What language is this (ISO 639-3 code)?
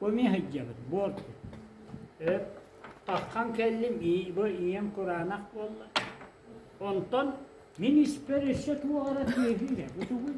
sah